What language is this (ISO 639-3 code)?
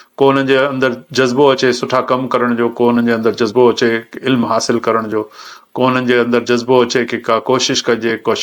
snd